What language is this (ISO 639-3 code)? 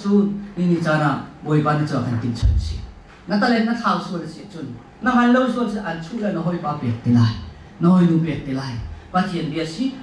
cnh